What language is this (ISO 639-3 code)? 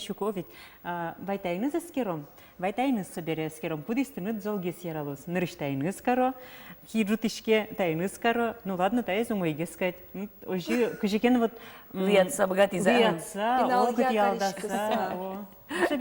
udm